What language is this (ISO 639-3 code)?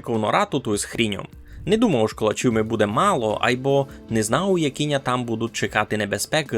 rue